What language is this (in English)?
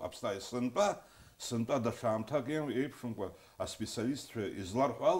Abkhazian